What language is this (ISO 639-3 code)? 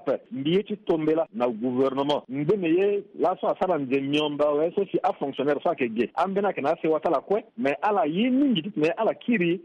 sag